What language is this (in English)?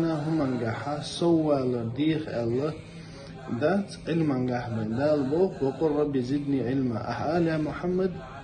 Chechen